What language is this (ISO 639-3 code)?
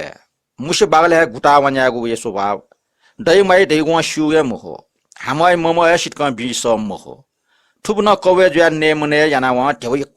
new